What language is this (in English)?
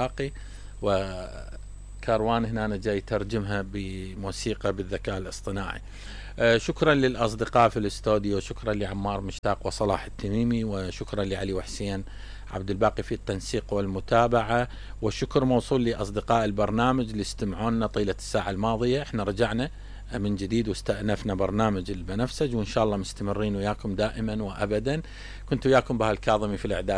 Mesopotamian Arabic